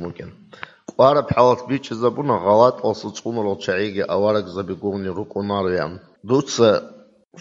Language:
Avaric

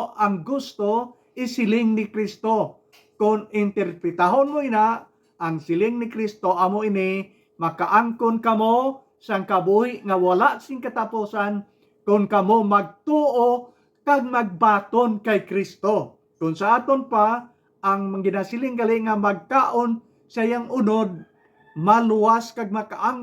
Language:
Hiligaynon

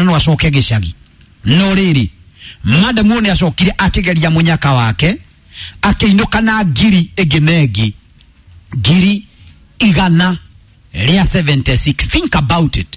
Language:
Kikuyu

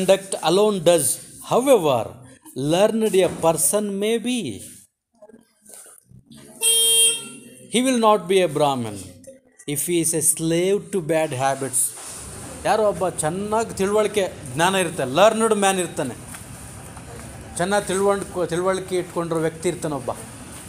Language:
Kannada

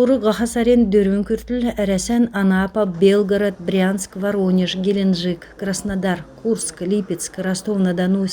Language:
Kalmyk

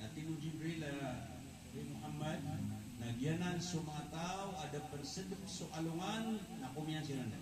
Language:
Maranao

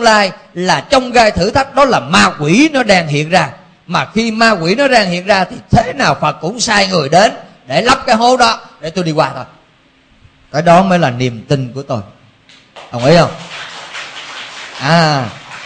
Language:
Vietnamese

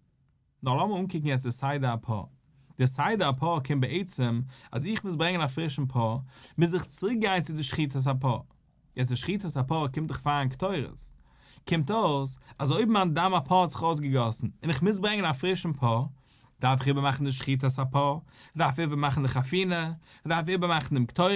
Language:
Yiddish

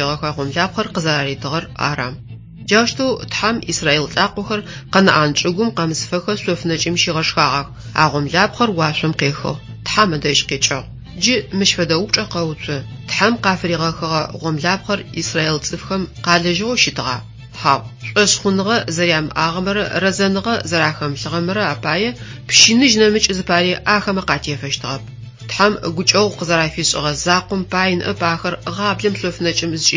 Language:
Adyghe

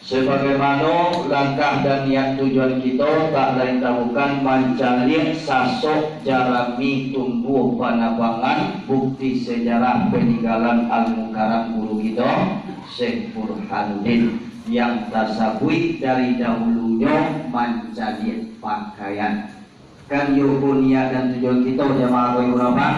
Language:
Minangkabau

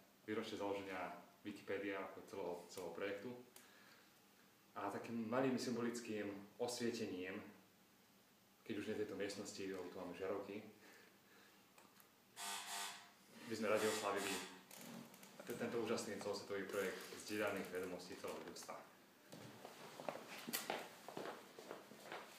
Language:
Slovak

